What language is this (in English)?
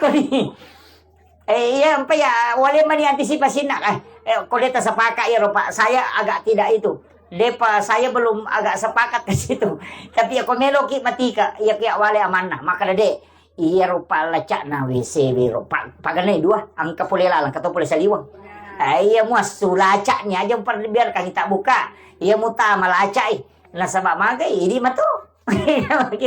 Buginese